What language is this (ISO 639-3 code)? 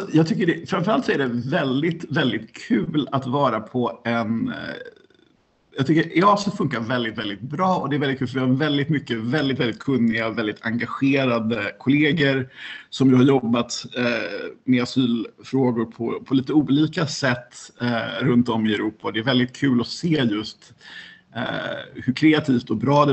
swe